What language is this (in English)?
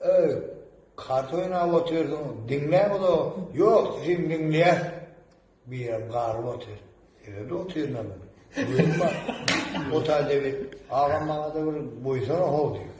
Turkmen